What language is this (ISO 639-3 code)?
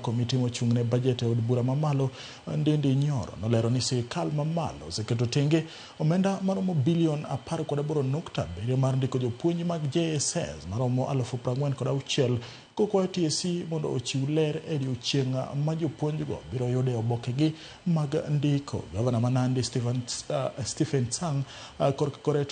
luo